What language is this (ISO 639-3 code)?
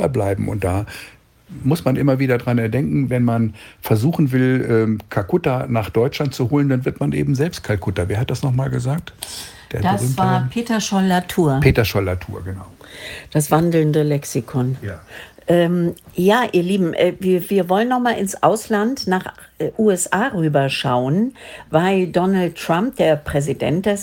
deu